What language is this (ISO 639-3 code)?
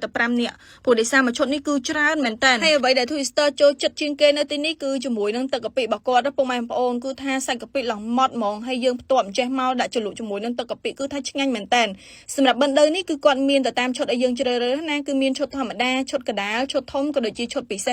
khm